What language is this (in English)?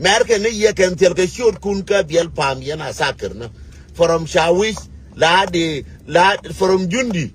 Nuer